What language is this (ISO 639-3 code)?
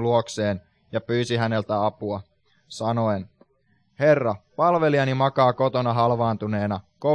fin